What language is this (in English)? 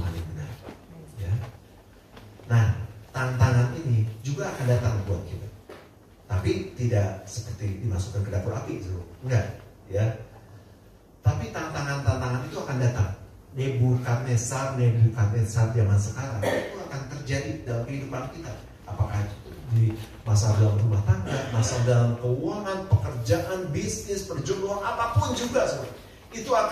Indonesian